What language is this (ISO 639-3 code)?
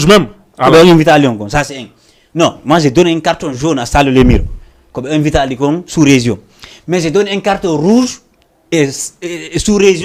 ful